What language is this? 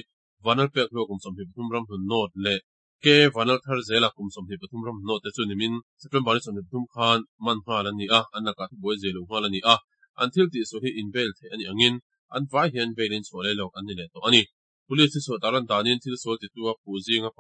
Mizo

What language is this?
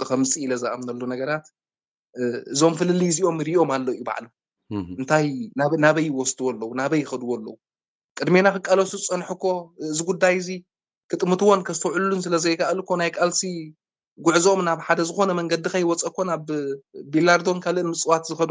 Tigrinya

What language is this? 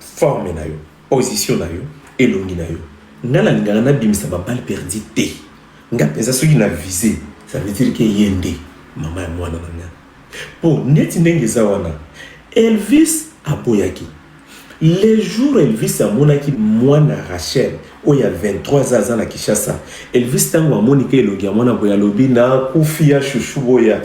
Lingala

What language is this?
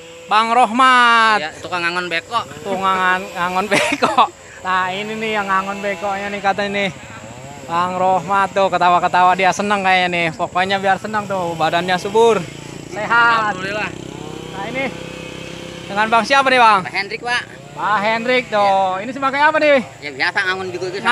Betawi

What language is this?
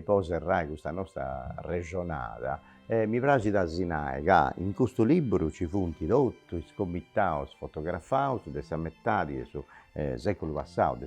Sardinian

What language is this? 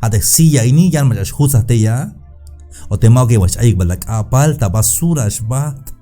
Tzeltal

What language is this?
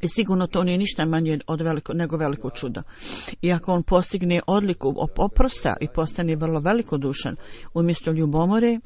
Bosnian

